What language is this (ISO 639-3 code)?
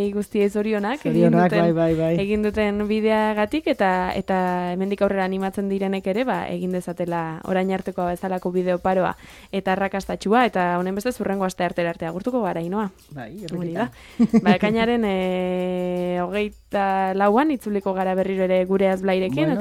eus